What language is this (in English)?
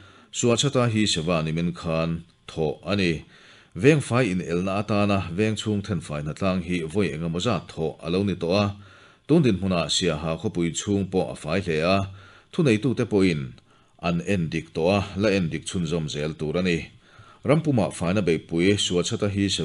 Mizo